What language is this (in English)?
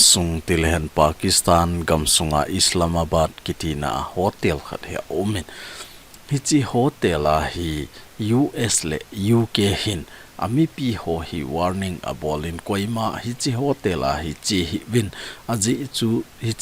Thado Chin